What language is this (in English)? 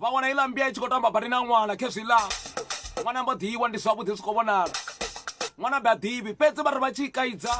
Venda